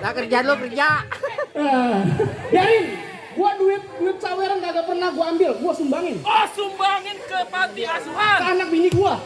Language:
Betawi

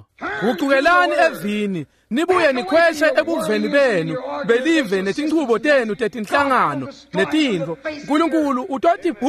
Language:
Swati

